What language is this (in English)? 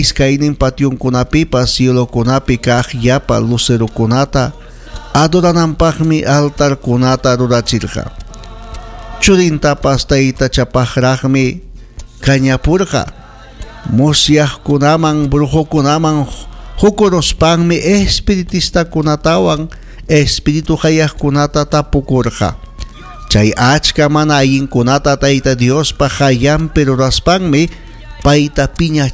Ayacucho Quechua